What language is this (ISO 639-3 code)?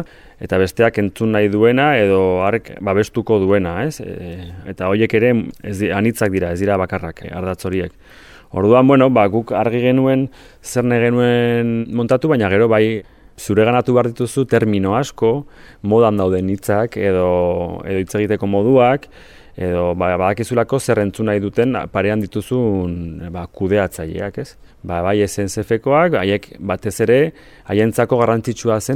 eus